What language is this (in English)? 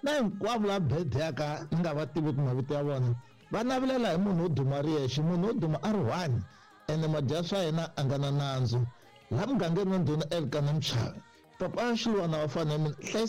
Tsonga